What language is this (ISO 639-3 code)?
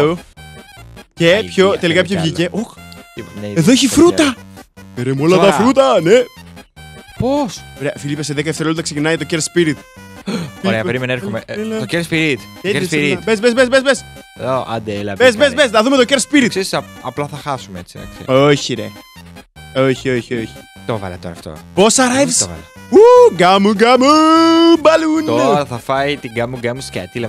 ell